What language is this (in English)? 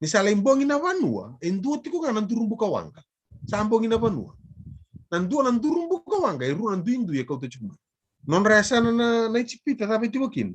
Fijian